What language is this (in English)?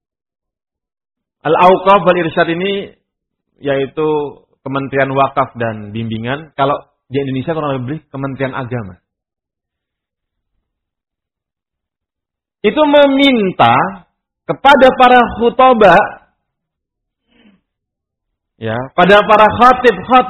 Indonesian